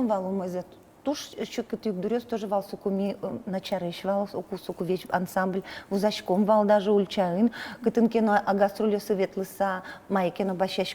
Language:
Udmurt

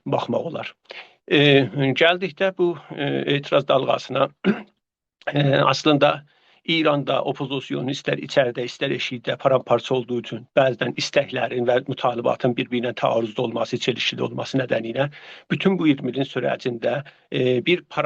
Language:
South Azerbaijani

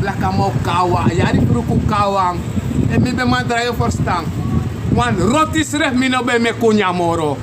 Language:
Sranan Tongo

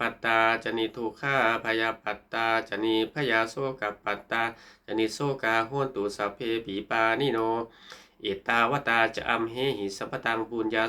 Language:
Pali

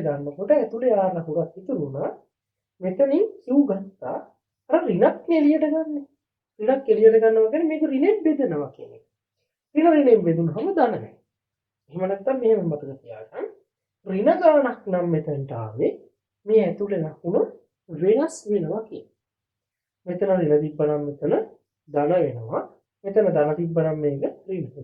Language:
Sinhala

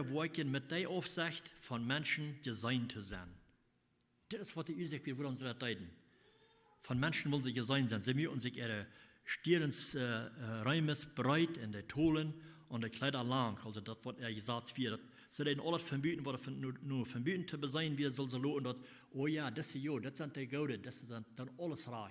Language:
Plautdietsch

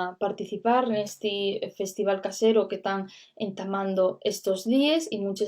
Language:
Asturian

